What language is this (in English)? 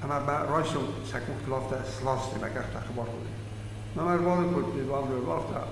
Ossetic